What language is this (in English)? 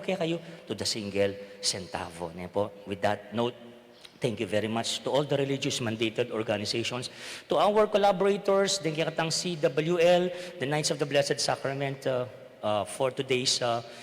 Pampanga